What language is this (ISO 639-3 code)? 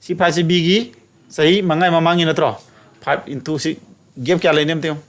mni